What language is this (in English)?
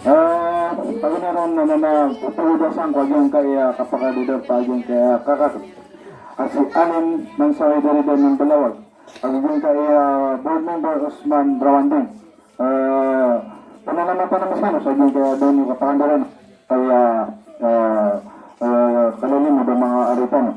Maranao